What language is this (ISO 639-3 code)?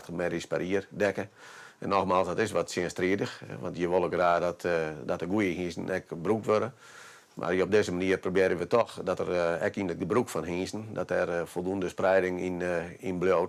fry